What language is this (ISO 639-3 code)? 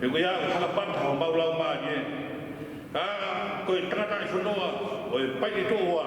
ton